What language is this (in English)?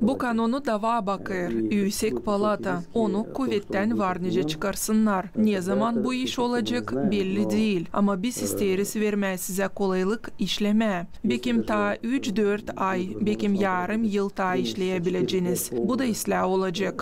Gagauz